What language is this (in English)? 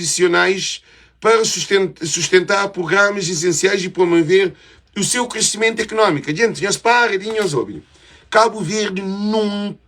Kabuverdianu